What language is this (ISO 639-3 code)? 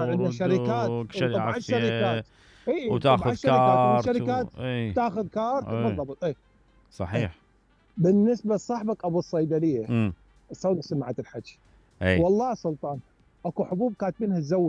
acm